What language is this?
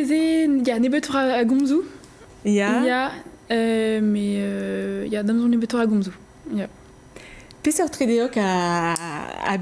Breton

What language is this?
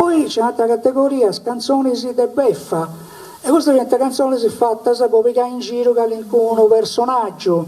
Sardinian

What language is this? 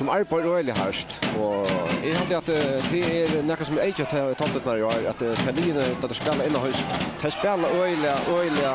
Faroese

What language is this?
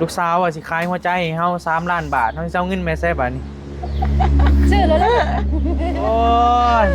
Northeastern Thai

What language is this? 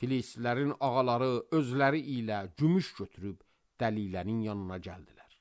Azerbaijani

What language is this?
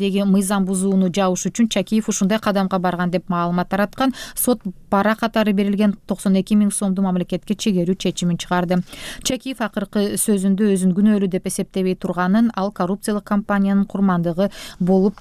Kyrgyz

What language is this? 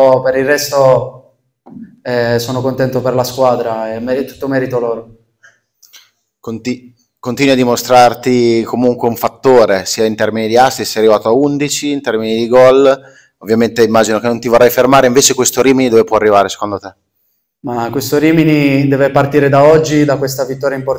Italian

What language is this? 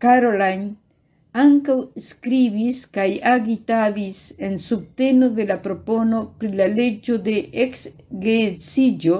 Esperanto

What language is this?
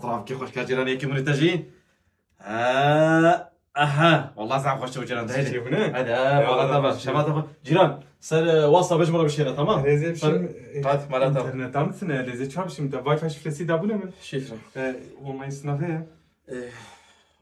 Kurdish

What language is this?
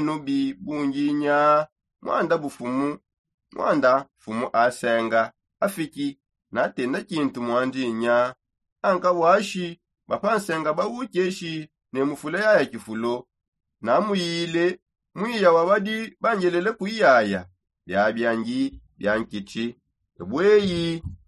Songe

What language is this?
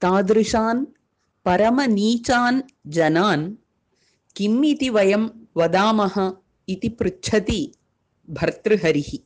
Sanskrit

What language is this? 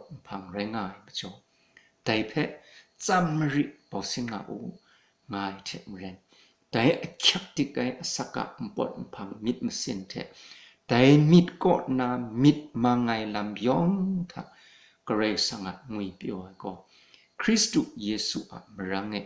Kachin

